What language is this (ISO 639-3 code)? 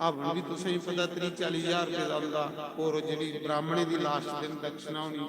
doi